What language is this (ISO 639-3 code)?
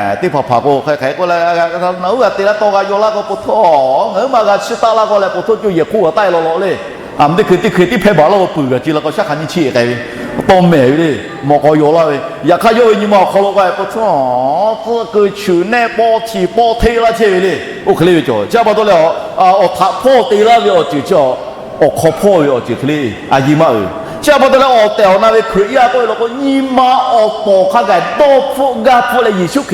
lhu